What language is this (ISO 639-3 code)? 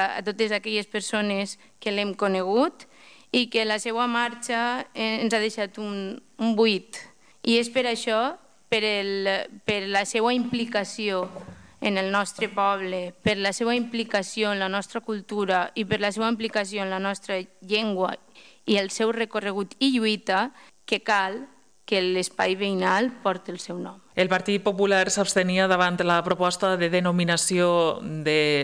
cat